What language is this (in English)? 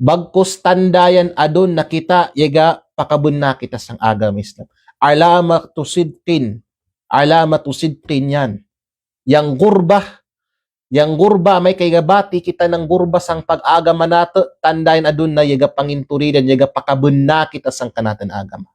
Kalagan